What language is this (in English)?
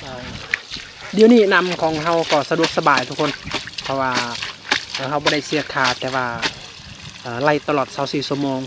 Lao